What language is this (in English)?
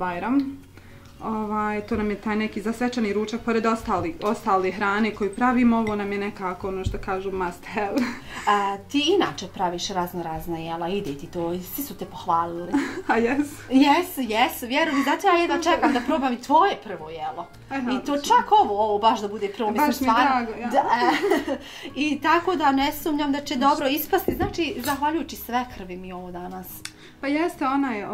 Bosnian